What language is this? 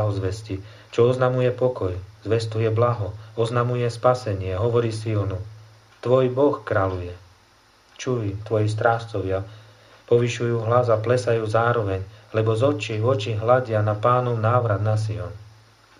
Slovak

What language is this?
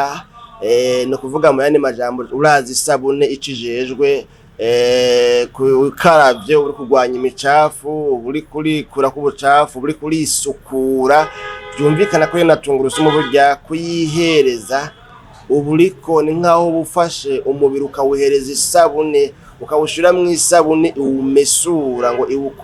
Rundi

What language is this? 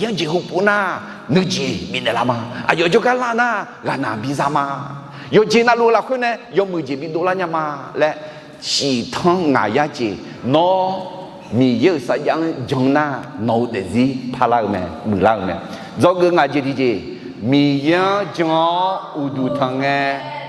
Akha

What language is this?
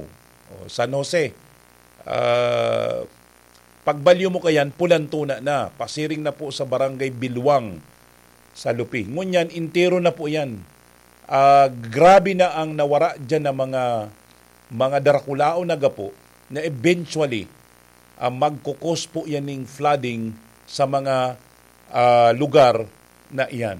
Bikol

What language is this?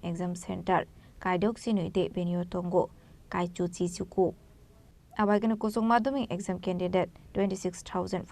Kok Borok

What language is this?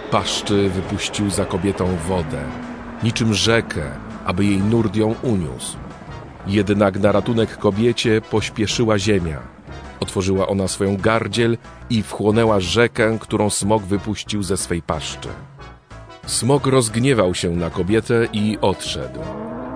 Polish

